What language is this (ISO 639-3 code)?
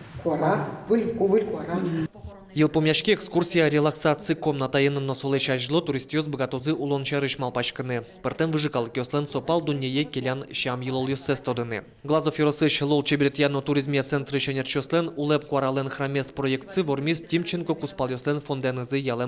udm